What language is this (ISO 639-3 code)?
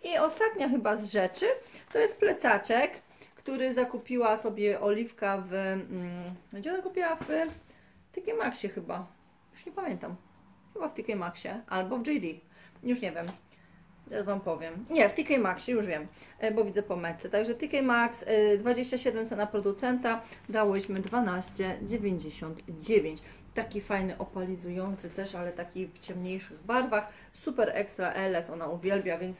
pol